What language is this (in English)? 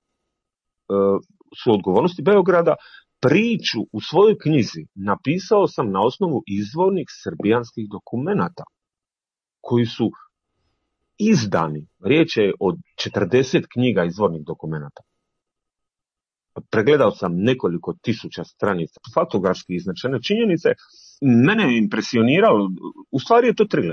Croatian